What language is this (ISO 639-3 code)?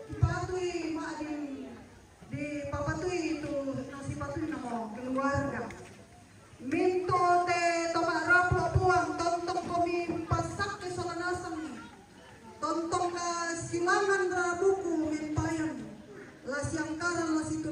sda